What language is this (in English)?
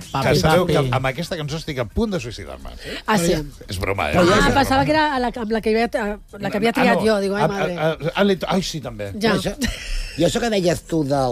Catalan